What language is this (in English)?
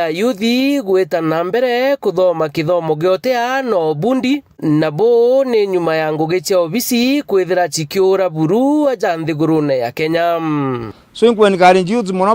Meru